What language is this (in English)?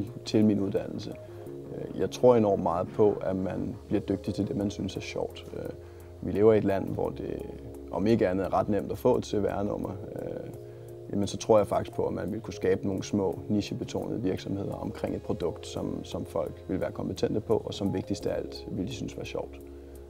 Danish